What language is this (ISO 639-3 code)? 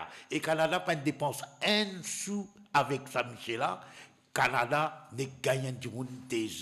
mfe